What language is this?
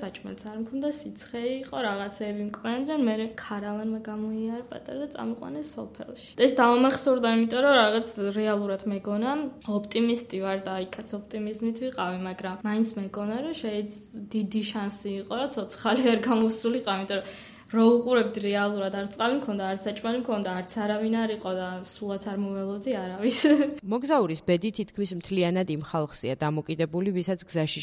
Georgian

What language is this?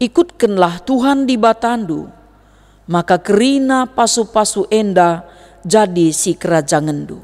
Batak Karo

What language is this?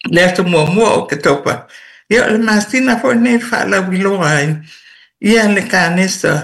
Samoan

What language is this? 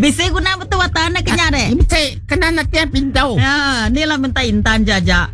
Iban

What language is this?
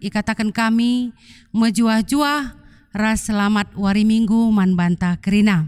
Batak Karo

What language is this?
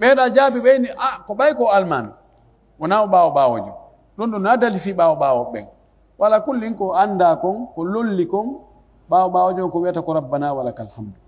Pular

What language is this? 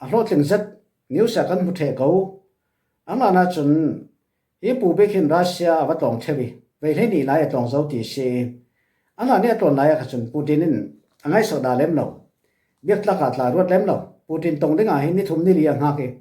Falam Chin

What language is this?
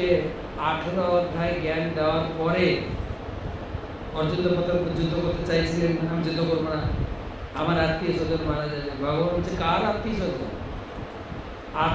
Bangla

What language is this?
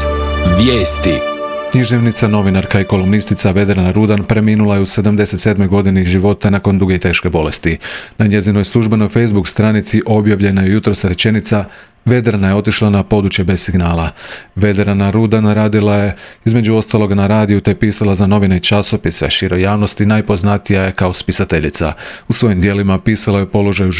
Croatian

